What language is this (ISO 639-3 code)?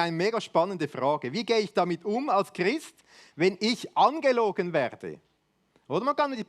gsw